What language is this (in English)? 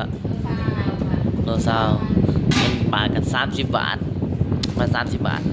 Northeastern Thai